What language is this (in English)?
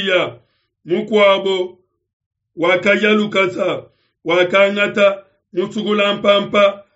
Luba-Lulua